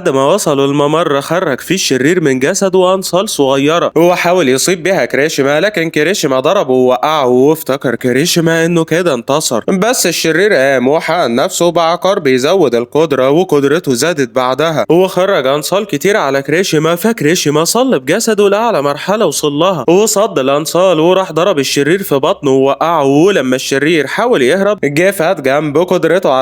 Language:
Egyptian Arabic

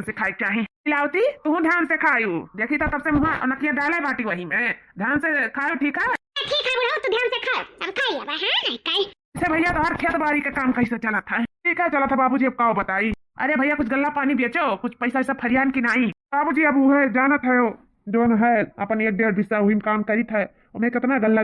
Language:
Awadhi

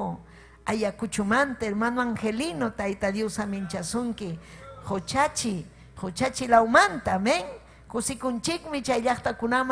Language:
Ayacucho Quechua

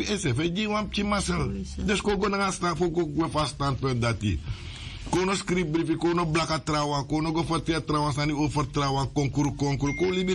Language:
Sranan Tongo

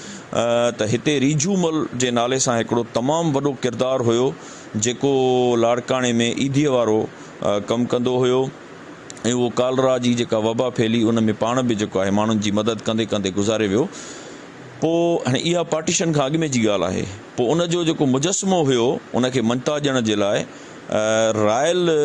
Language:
Sindhi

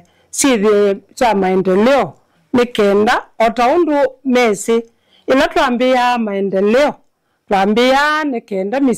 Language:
Kamba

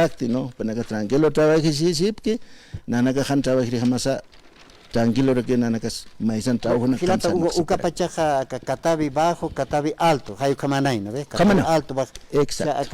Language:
Aymara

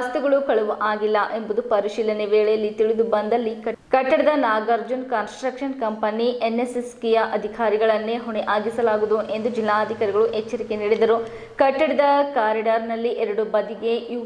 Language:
Kannada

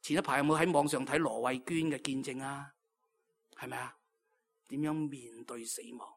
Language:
Cantonese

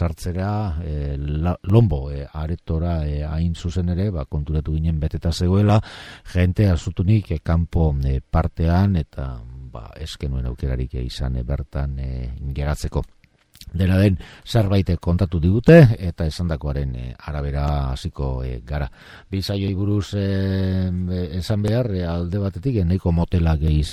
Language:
Basque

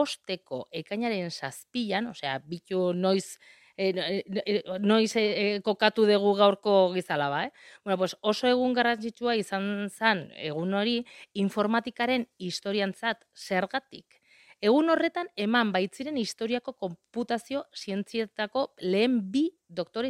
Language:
Basque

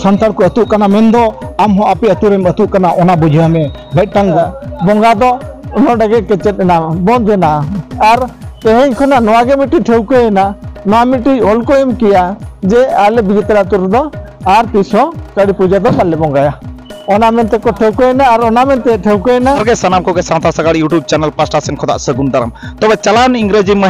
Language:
Santali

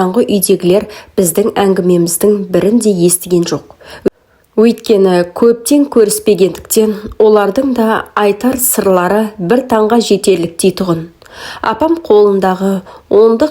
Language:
Kazakh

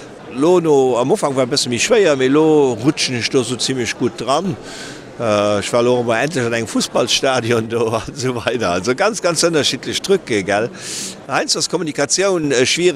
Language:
Luxembourgish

